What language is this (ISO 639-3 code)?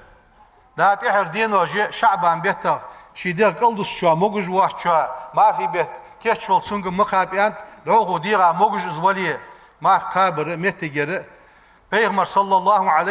inh